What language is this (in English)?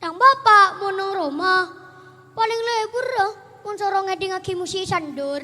Madurese